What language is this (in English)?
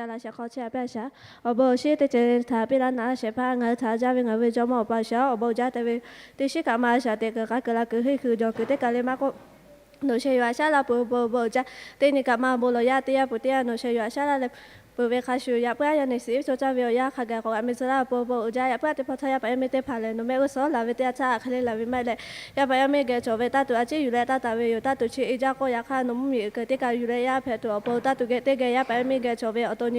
Lahu